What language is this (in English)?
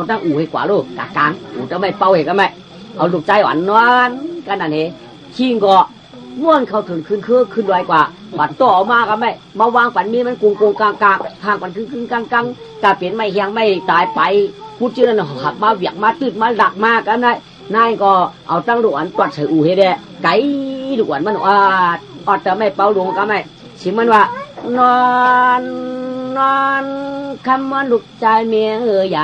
Shan